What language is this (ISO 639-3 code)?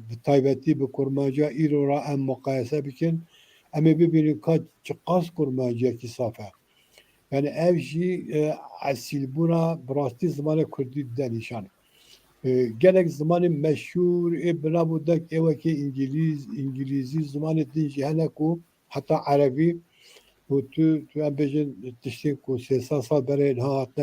kur